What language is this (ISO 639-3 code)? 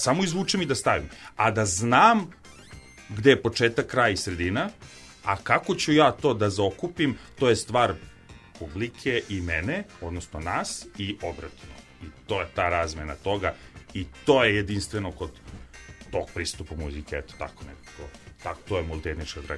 srp